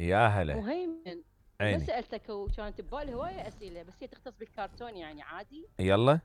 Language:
Mesopotamian Arabic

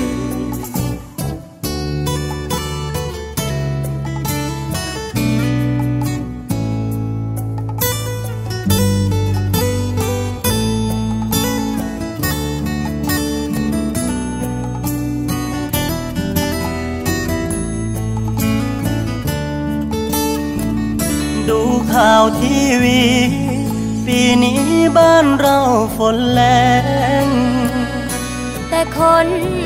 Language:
Thai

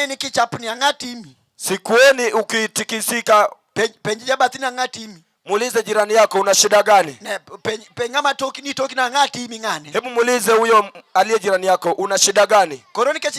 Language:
Luo (Kenya and Tanzania)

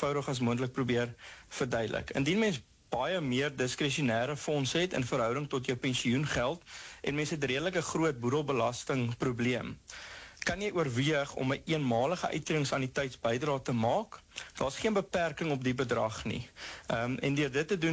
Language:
Afrikaans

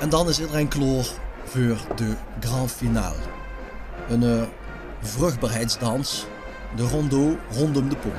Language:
Limburgish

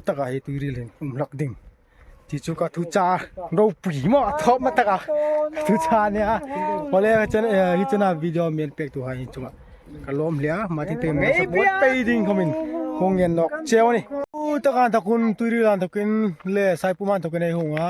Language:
Hmar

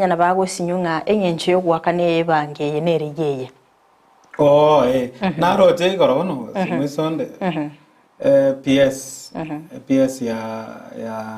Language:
Gusii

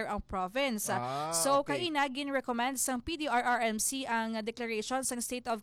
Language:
Hiligaynon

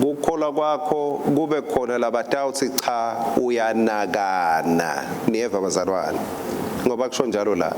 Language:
Swati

